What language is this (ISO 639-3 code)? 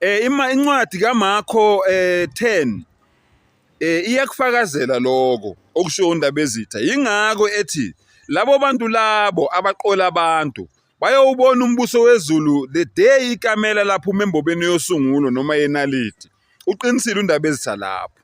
zul